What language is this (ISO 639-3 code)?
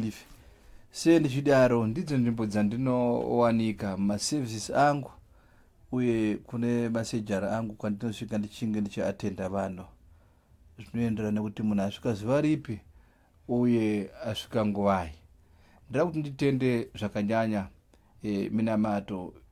sna